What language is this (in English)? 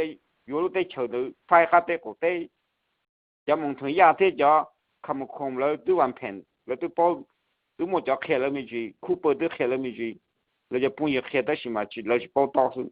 Hmong